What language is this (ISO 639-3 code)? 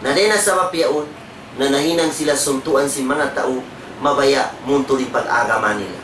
tsg